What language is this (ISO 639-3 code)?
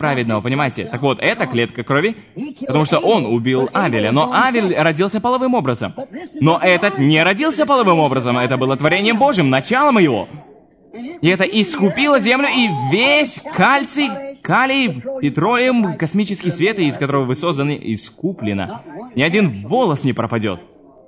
rus